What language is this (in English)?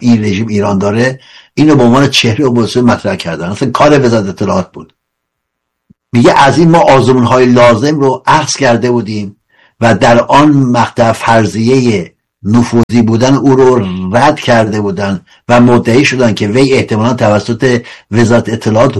Persian